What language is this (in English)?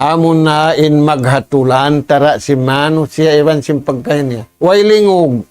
Tausug